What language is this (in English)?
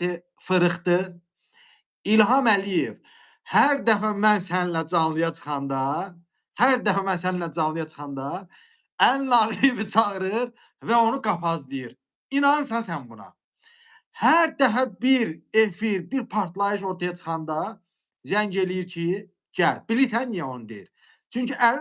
Azerbaijani